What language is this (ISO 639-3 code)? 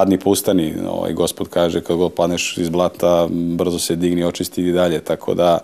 srp